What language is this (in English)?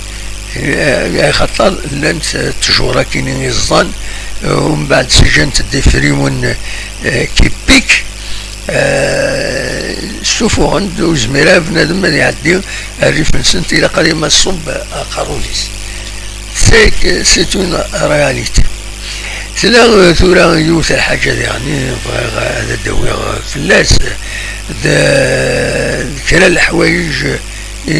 Kabyle